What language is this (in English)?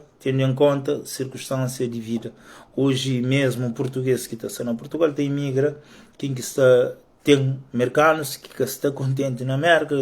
Kabuverdianu